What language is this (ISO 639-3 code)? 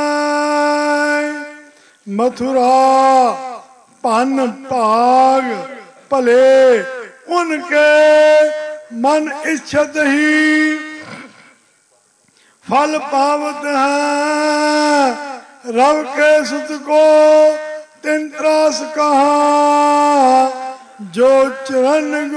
pan